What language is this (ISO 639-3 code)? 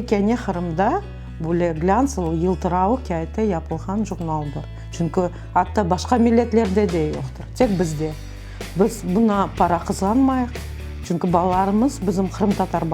crh